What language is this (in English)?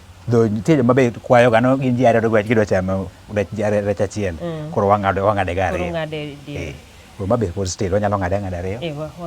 Luo (Kenya and Tanzania)